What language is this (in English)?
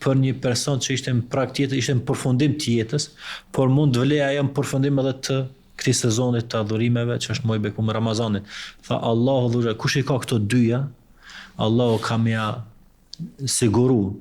Albanian